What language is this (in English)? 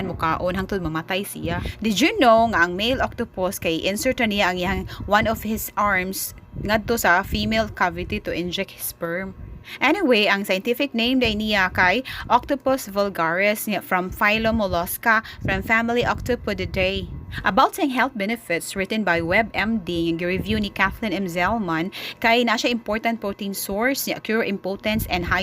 Cebuano